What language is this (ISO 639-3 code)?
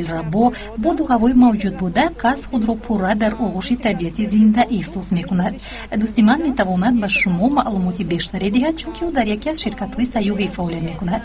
tgk